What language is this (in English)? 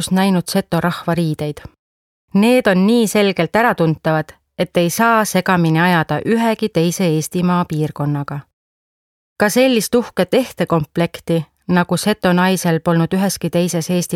Estonian